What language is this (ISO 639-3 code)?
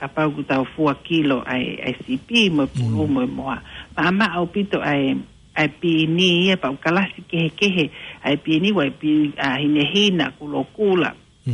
ton